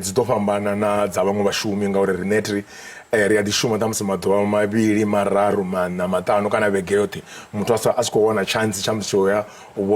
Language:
Venda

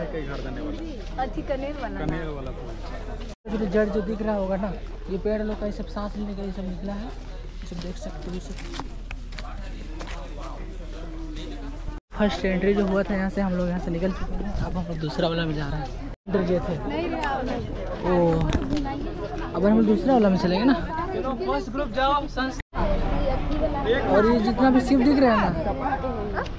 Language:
Hindi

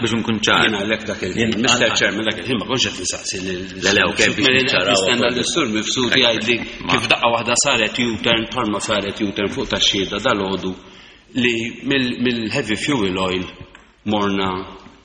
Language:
Maltese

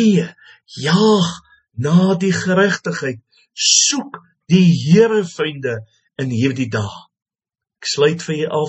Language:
Afrikaans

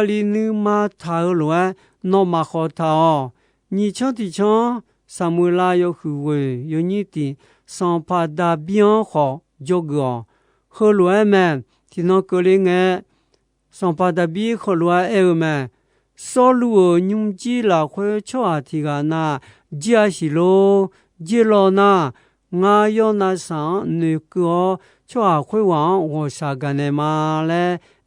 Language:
Akha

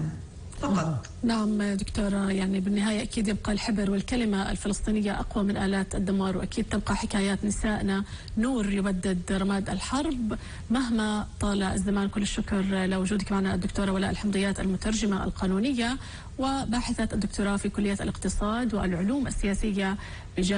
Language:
North Levantine Arabic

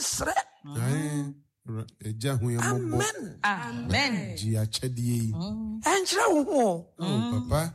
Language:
Akan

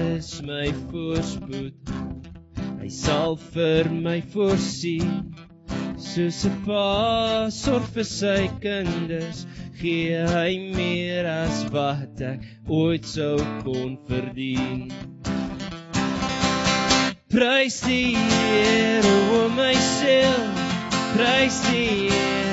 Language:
Afrikaans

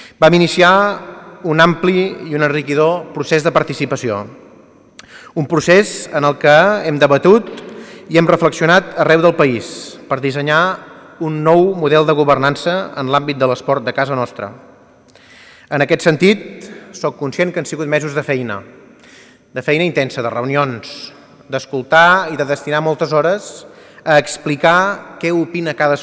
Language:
Catalan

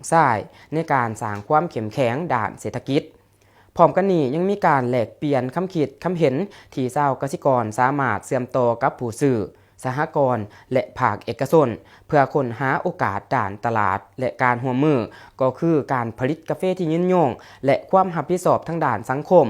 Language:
Lao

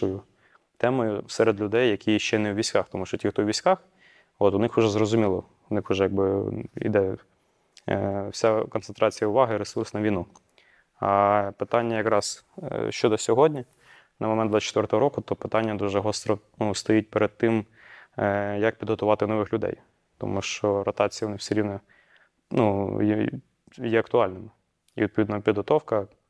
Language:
Ukrainian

